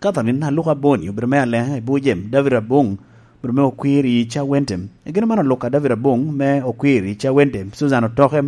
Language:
Lango (Uganda)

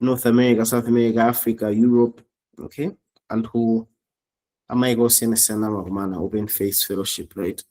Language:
Nyanja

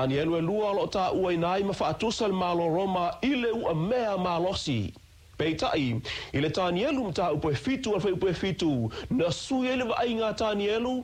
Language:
Samoan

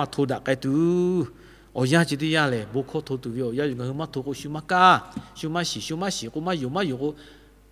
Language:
Lahu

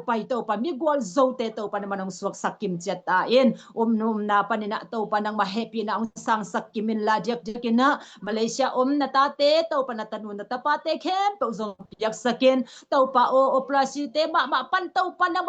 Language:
Tedim Chin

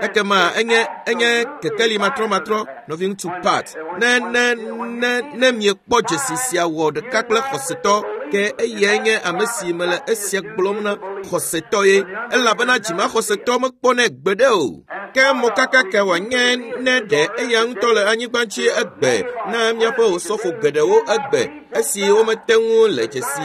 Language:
Ewe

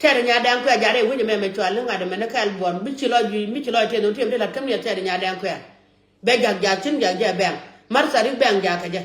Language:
Nuer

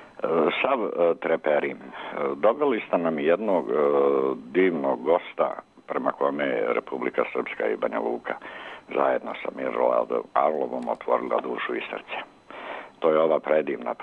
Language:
Serbian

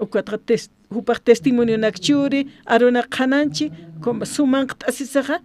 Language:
Aymara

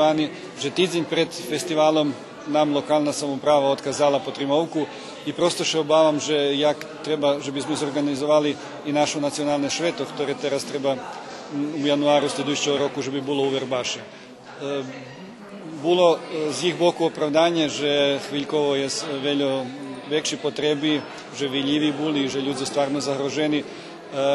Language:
Rusyn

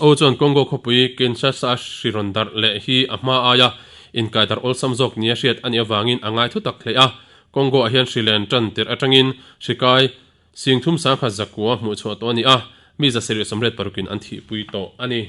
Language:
Mizo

